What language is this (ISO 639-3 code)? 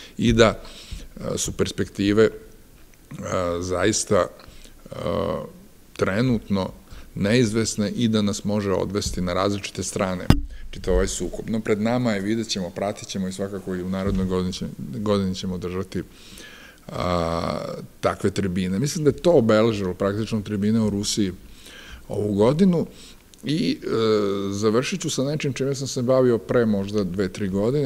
srp